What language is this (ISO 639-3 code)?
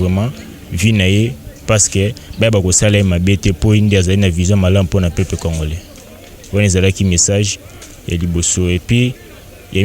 lin